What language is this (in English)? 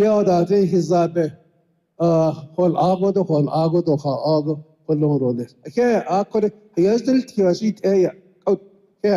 Navajo